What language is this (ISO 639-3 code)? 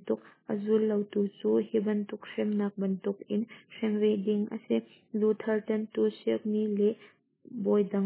cnh